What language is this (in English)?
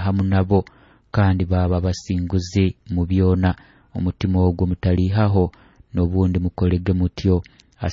Nyoro